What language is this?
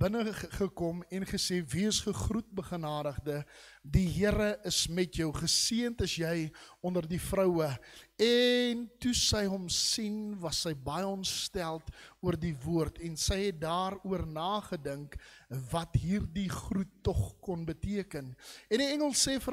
Afrikaans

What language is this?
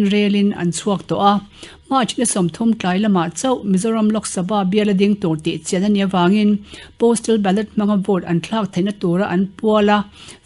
Mizo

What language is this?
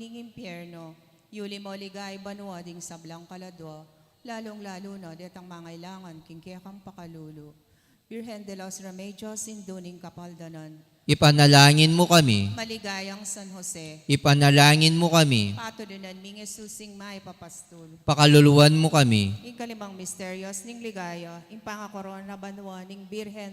Pampanga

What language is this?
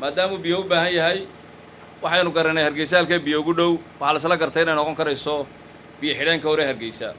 Somali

